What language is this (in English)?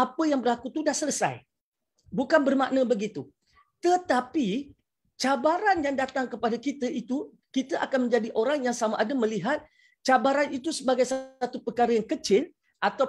Malay